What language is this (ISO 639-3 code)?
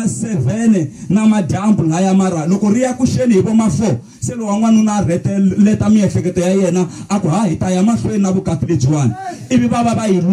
tso